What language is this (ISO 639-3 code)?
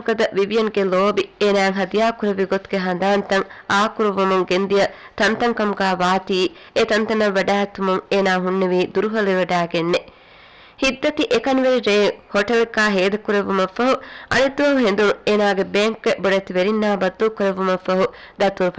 div